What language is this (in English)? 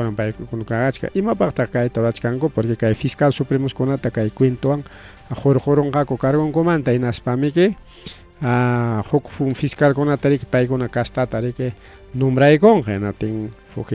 Ayacucho Quechua